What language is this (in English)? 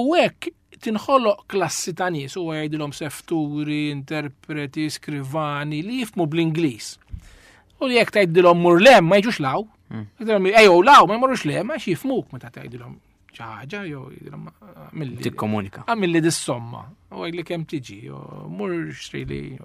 Maltese